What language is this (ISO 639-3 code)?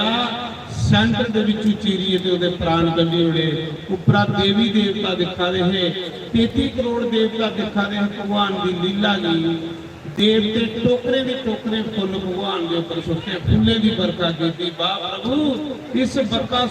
doi